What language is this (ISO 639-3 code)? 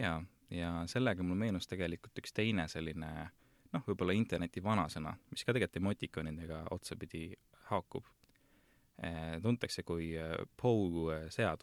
est